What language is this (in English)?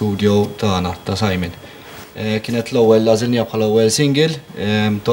Maltese